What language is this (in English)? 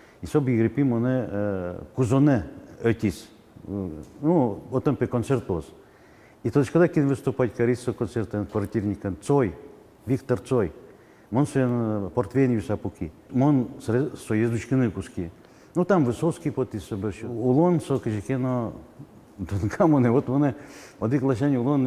Udmurt